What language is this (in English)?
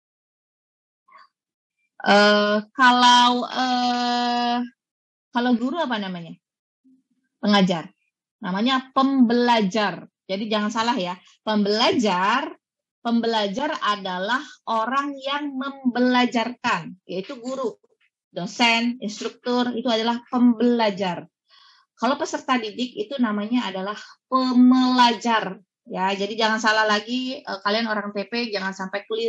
Indonesian